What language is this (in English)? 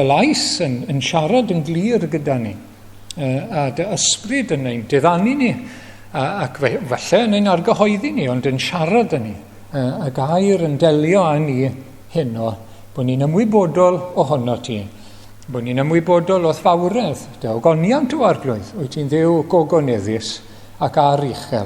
Welsh